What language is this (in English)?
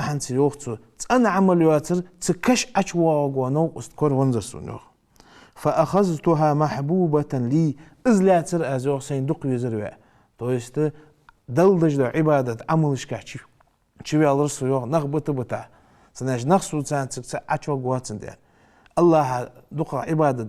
Ingush